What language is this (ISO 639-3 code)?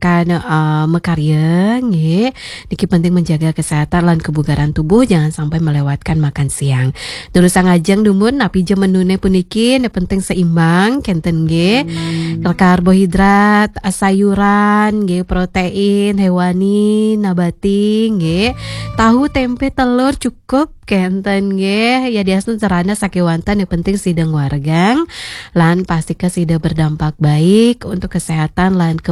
ban